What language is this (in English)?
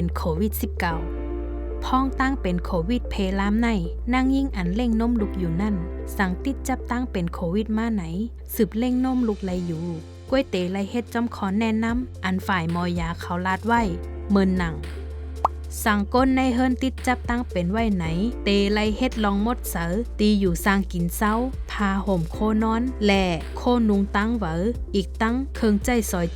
Shan